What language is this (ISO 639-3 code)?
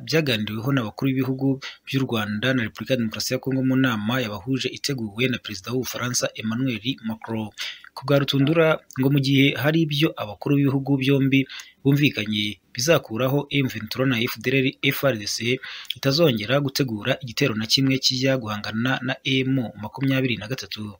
kin